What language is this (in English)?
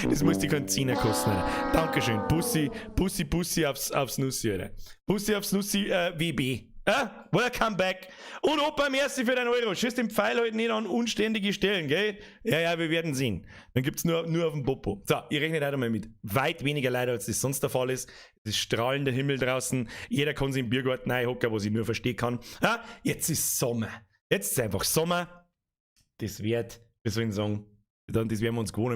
Bavarian